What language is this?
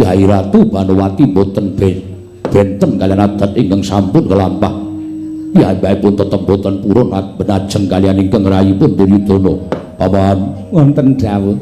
Javanese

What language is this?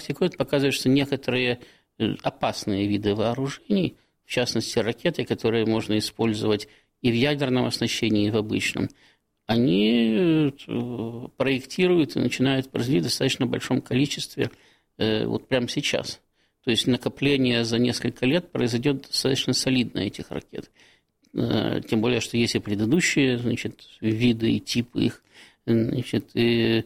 Russian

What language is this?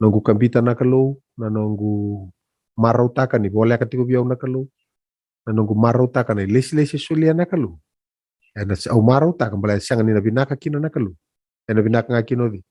Fijian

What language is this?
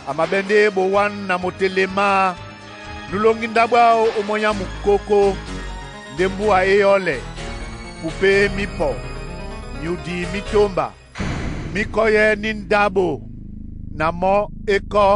Duala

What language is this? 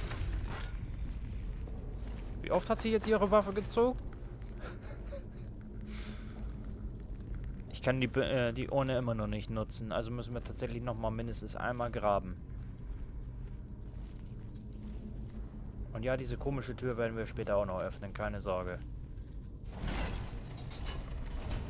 German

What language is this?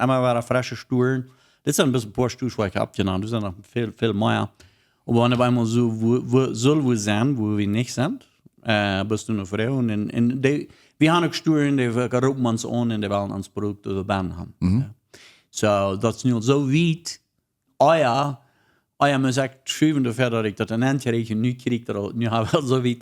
Plautdietsch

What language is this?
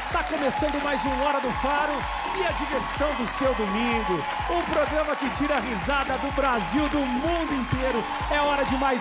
Portuguese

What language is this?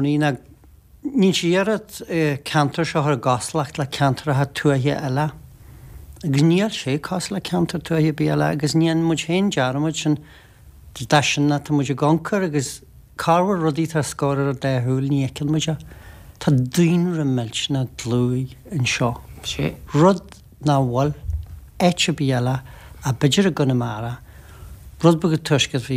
Irish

